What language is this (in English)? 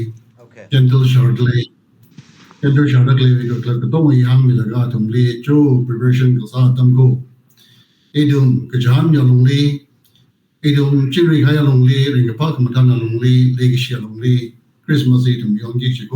Tangkhul Naga (India)